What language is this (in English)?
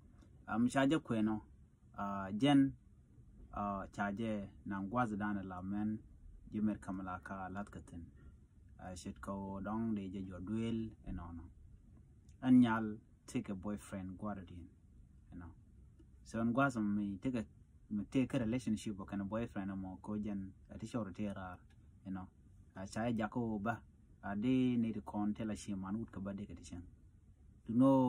Nuer